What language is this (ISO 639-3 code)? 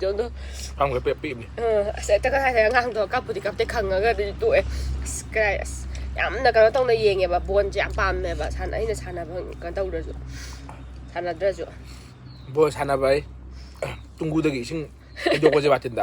mni